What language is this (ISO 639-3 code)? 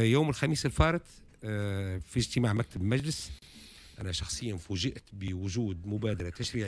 aeb